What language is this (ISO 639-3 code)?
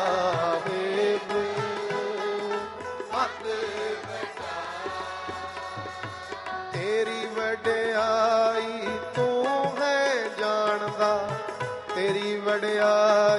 pan